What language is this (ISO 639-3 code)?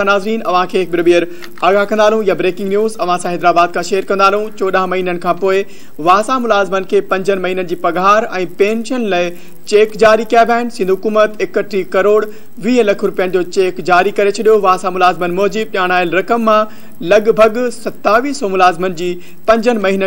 snd